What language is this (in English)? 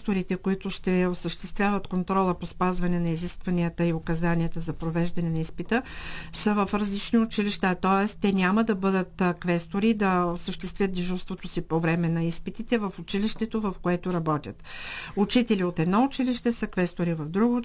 Bulgarian